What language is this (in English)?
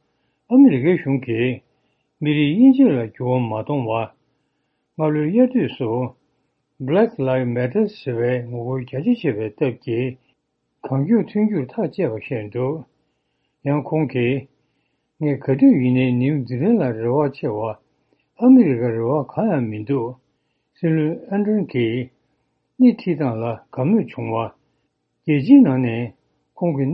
Tibetan